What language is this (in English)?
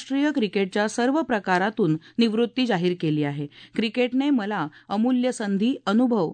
Marathi